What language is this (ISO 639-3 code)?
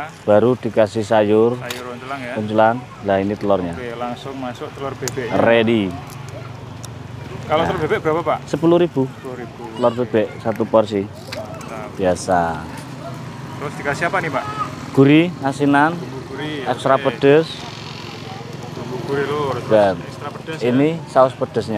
ind